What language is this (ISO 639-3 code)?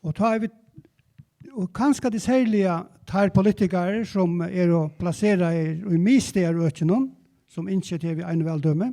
fao